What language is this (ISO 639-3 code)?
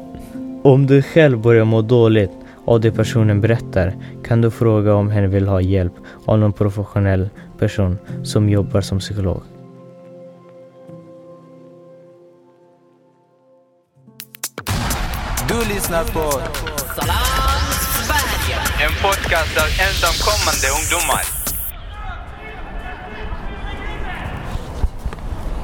swe